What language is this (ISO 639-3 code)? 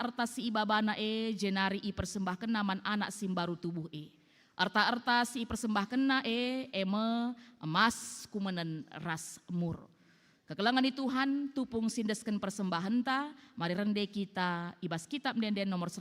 btx